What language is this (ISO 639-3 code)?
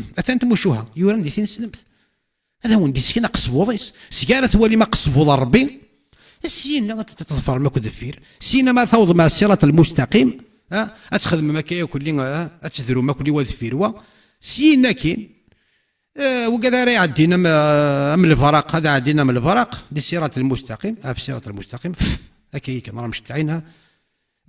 kab